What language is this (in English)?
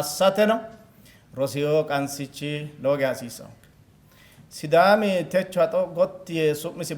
Sidamo